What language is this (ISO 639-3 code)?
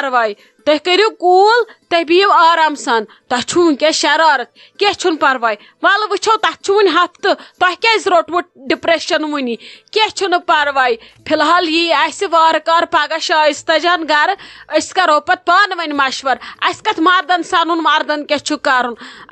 kas